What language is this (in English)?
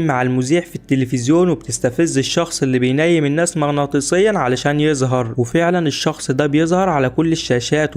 Egyptian Arabic